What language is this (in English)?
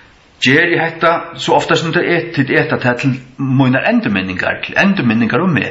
Faroese